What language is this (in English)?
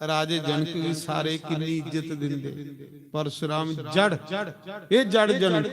Dogri